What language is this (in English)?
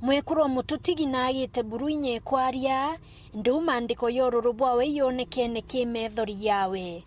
Meru